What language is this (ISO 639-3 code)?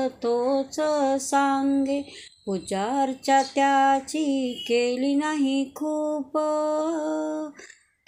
mar